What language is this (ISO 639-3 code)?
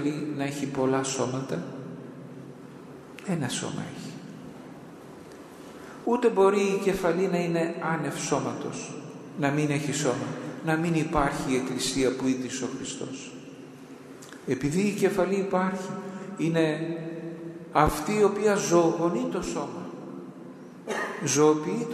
ell